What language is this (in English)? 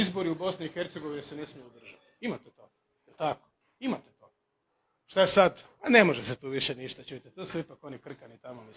Croatian